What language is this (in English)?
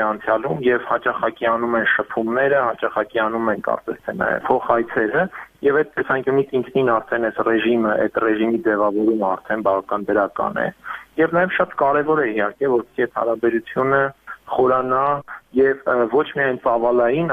Armenian